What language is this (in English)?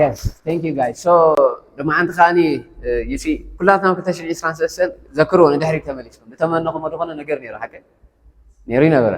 Tigrinya